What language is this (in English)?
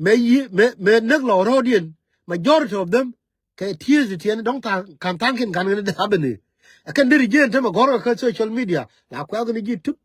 Nuer